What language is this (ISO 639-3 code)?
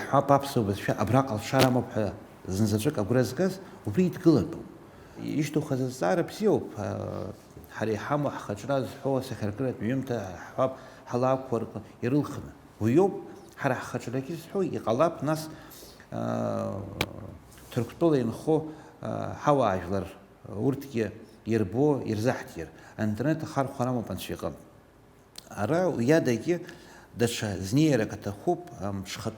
abk